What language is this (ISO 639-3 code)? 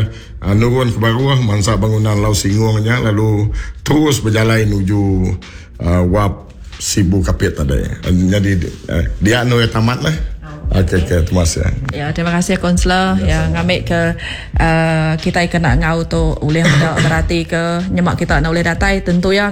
iba